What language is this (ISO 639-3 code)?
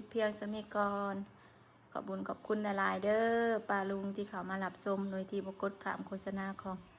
tts